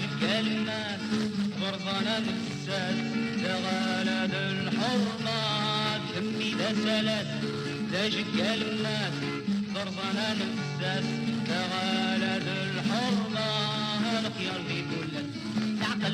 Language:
Kabyle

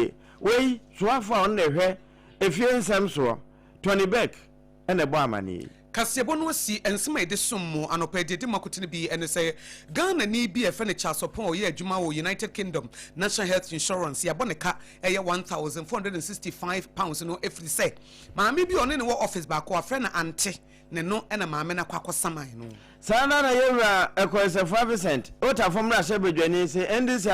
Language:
Akan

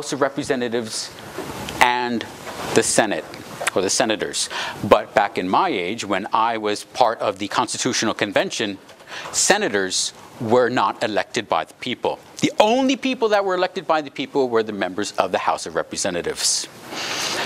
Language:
English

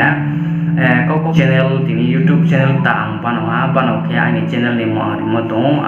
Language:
Riang (India)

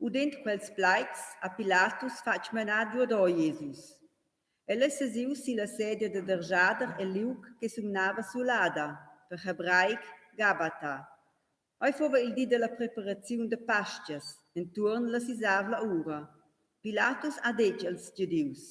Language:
Romansh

